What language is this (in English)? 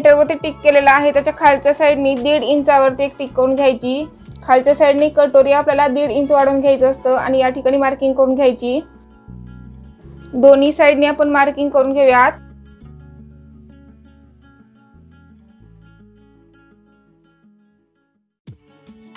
Marathi